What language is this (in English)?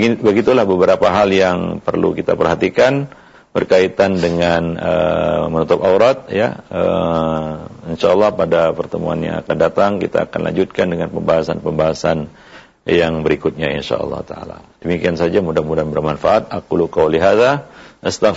Indonesian